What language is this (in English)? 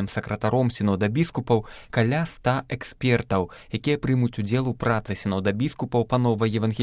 Belarusian